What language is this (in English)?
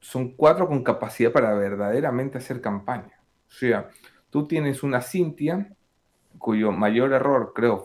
Spanish